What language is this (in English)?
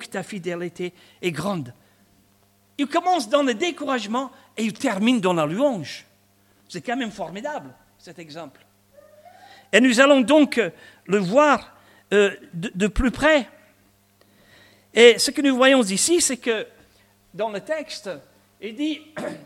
French